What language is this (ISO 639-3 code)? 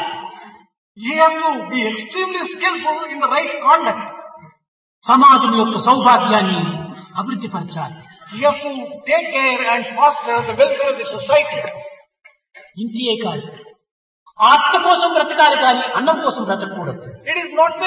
tel